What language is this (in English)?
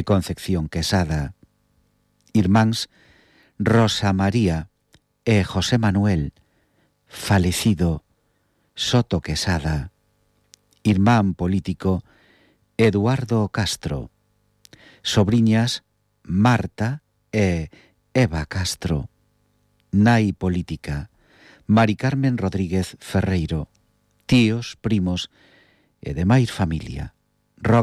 Galician